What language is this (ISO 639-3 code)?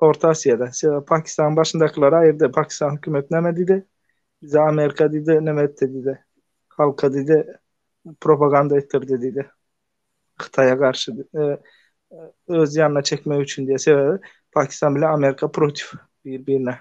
tuk